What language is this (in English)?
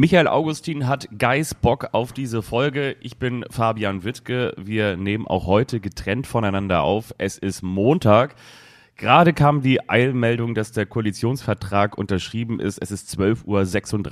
German